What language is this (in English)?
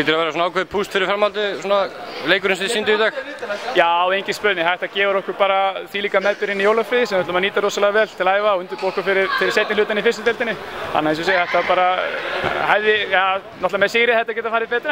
Icelandic